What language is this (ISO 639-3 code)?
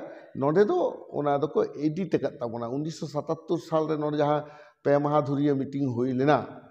sat